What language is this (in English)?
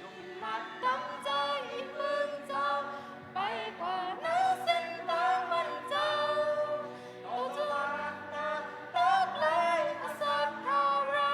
Shan